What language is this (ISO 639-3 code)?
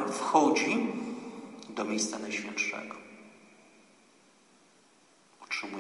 pol